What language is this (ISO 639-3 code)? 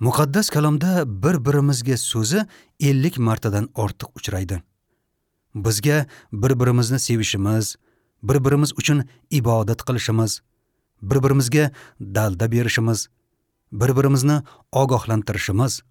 uzb